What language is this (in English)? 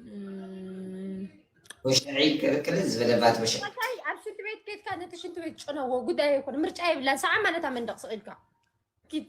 Tigrinya